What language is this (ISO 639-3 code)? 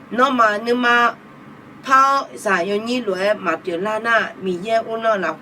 ahk